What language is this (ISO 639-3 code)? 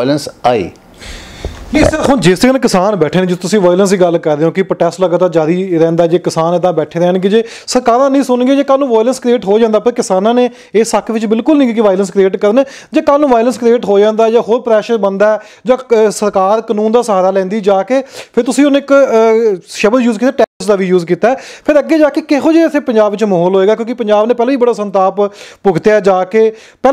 pan